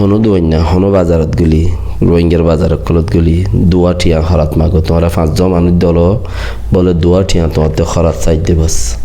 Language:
Rohingya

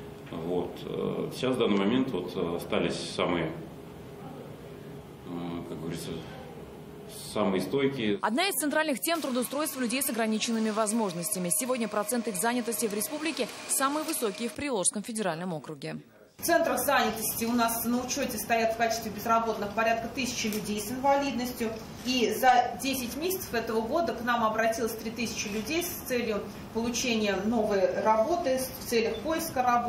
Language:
Russian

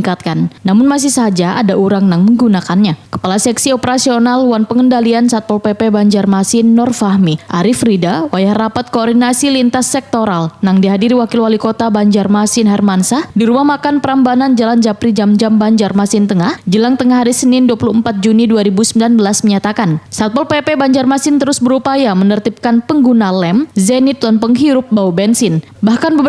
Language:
Banjar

